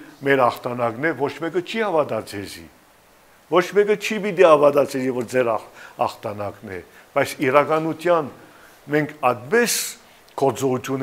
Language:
Western Armenian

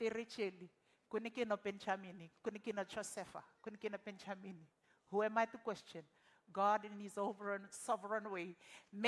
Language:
Fijian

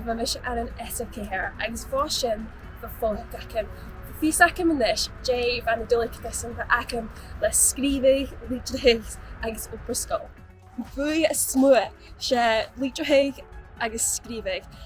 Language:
Scottish Gaelic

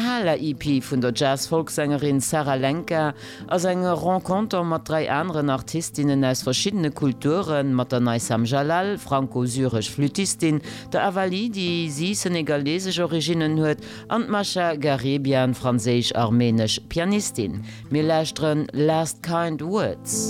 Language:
Luxembourgish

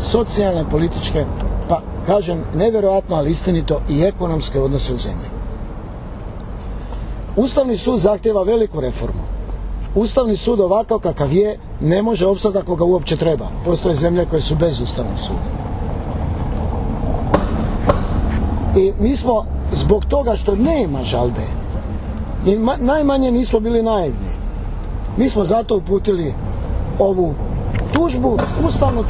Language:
Croatian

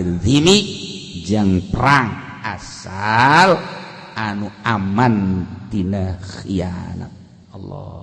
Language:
Sundanese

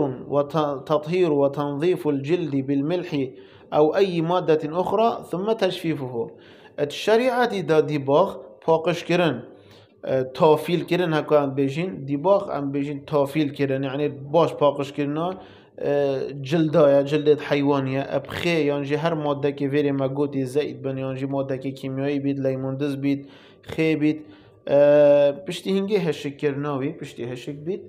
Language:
Kurdish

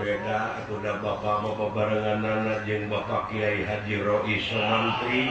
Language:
Sundanese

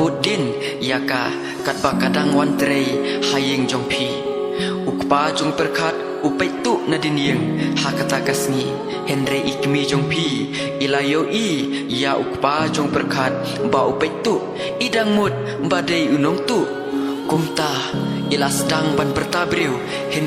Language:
Khasi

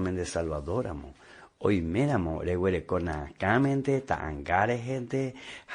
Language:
Guarani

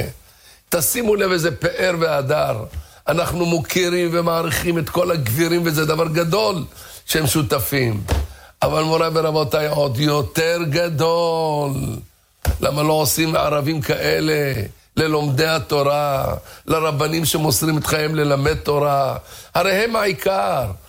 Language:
Hebrew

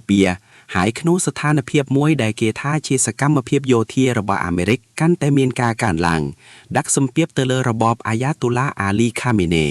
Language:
Khmer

